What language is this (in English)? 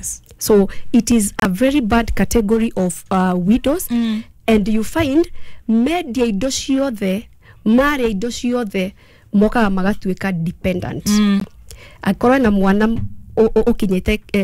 Kikuyu